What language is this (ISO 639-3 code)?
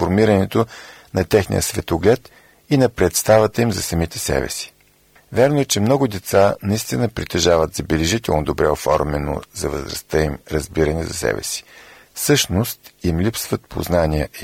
bul